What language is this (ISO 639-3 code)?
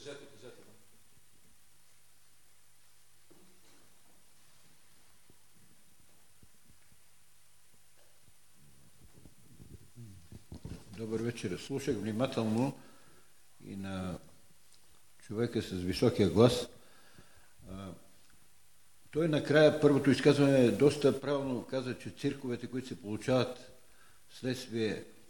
bul